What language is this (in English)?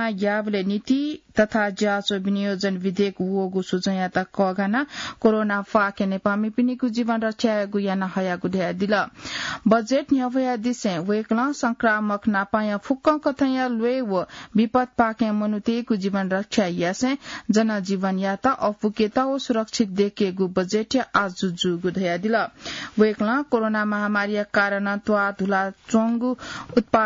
Newari